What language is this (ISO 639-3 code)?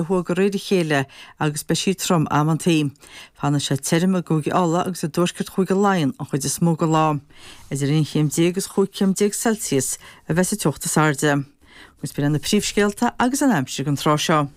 gle